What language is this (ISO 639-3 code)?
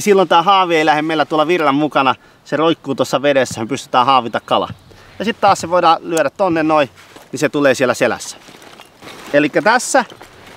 fin